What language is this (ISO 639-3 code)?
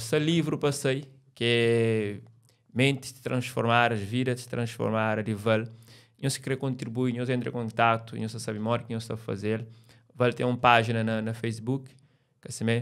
kea